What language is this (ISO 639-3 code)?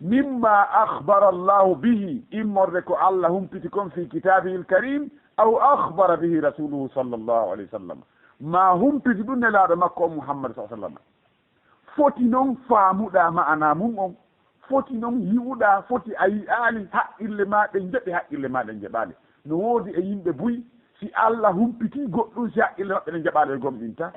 ful